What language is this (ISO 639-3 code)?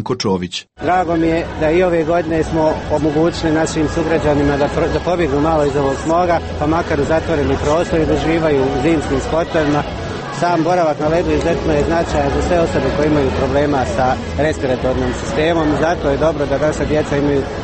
srp